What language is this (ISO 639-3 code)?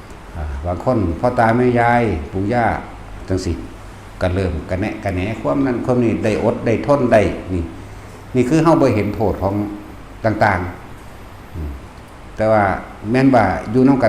tts